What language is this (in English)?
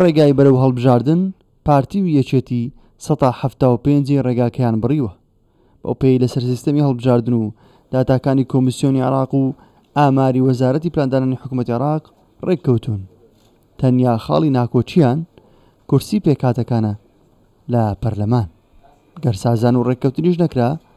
Central Kurdish